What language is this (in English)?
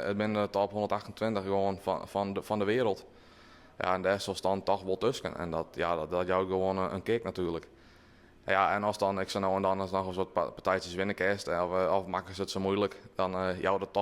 Western Frisian